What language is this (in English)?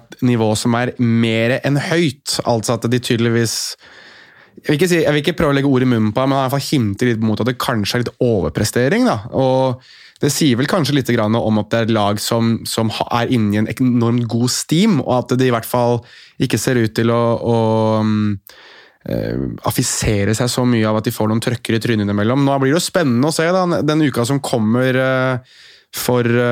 Norwegian